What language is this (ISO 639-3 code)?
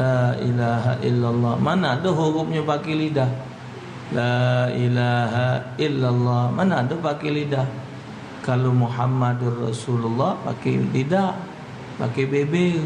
mui